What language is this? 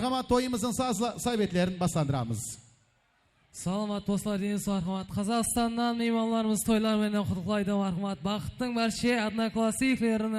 Kara-Kalpak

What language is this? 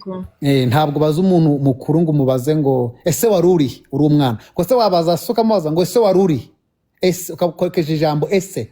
Kinyarwanda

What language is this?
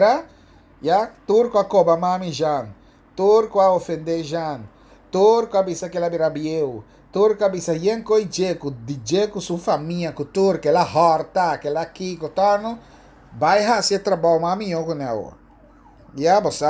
Papiamento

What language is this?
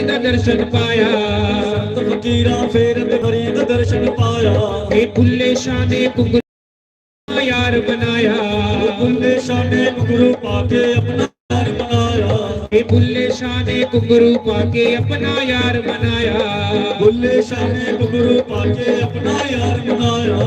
Dogri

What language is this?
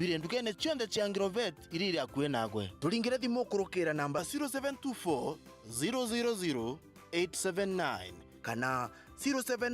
Meru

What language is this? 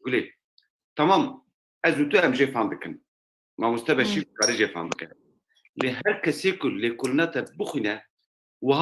Kurdish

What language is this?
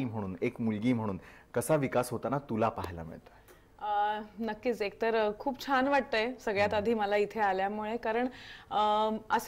Marathi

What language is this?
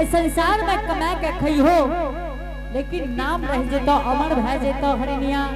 Angika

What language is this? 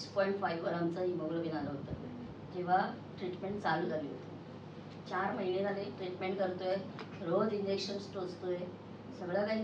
Marathi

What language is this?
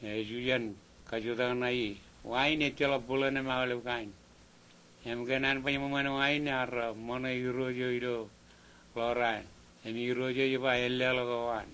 Marshallese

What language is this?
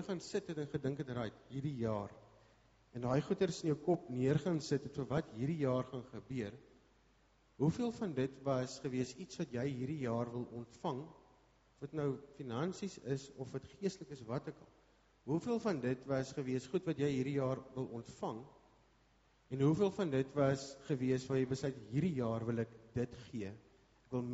Afrikaans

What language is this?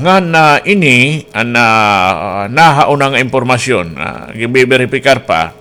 Waray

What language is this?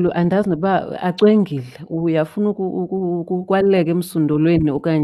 Xhosa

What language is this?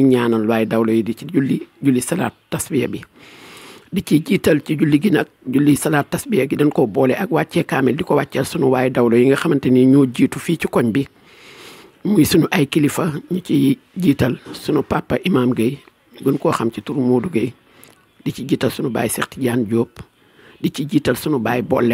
Wolof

